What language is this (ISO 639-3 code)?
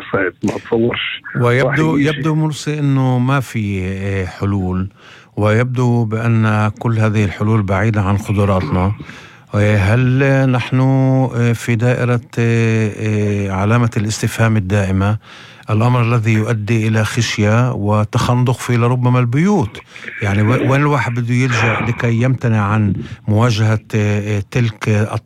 apc